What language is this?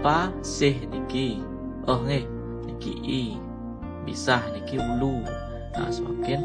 Balinese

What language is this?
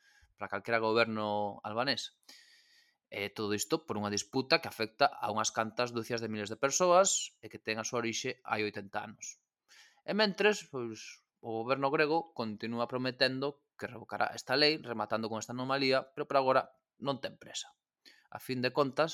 Galician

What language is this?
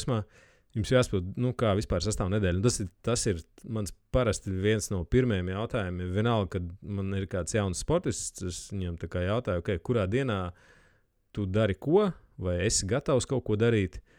Latvian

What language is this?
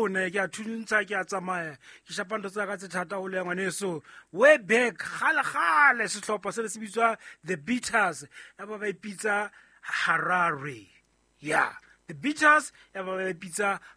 Southern Sotho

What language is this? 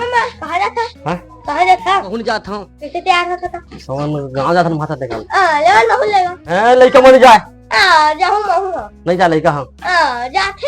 Chhattisgarhi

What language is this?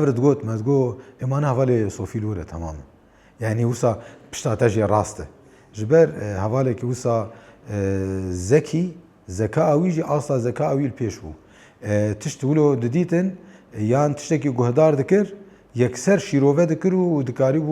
Kurdish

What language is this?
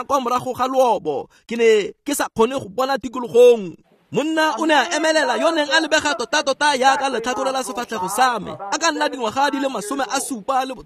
Tswana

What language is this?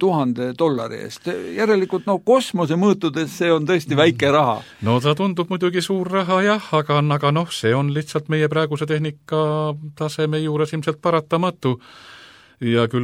Estonian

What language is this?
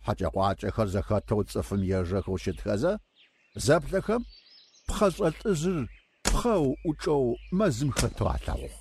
Adyghe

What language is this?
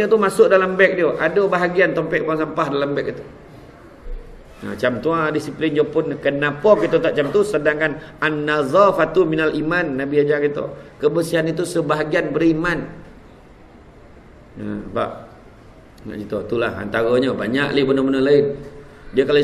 Malay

